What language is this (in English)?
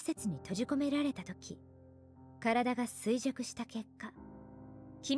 Japanese